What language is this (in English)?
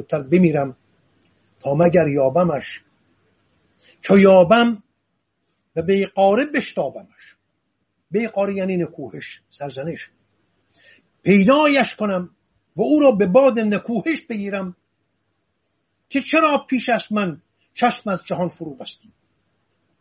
Persian